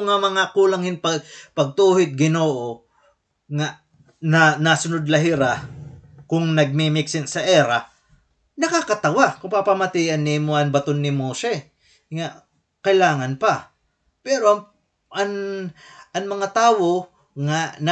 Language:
Waray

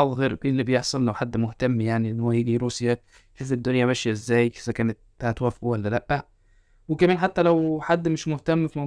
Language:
Egyptian Arabic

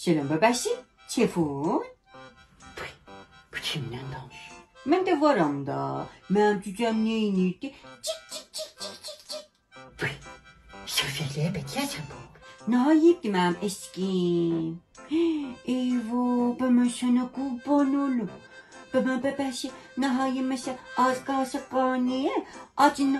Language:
South Azerbaijani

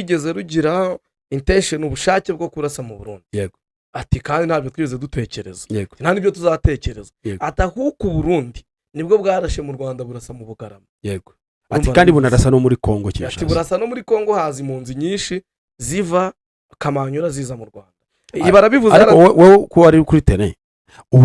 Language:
Kinyarwanda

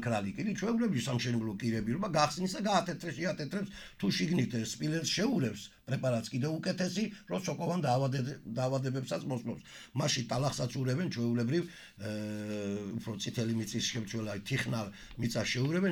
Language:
Georgian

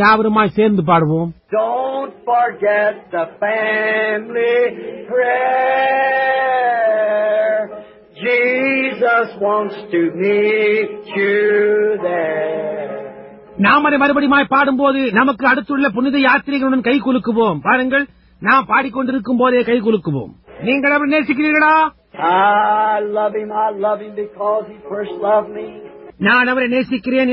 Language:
Tamil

